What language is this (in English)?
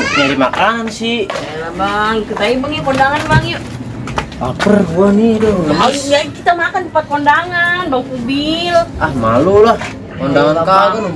Betawi